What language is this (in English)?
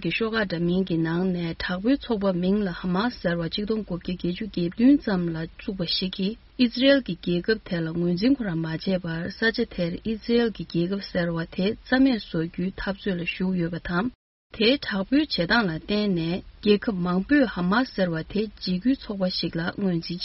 Tibetan